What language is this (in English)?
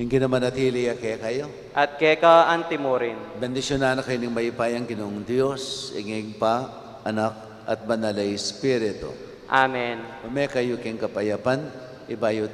Pampanga